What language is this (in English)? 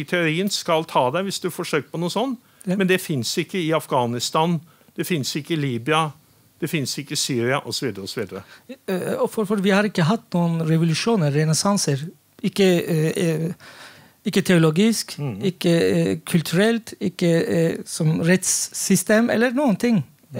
Norwegian